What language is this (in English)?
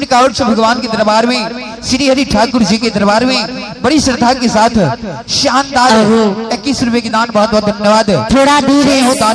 Hindi